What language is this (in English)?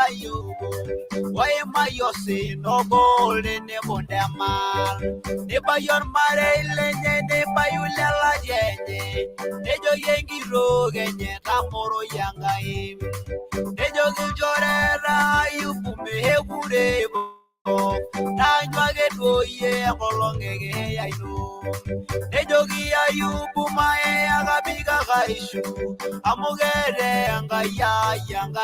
Masai